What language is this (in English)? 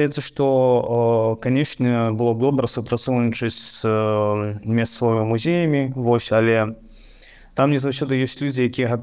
Belarusian